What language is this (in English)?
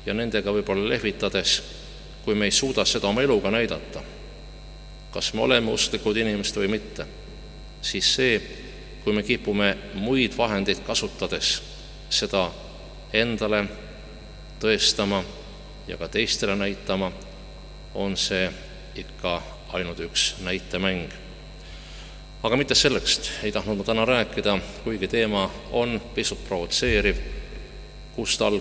Estonian